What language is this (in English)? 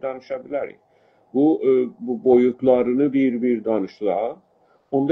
South Azerbaijani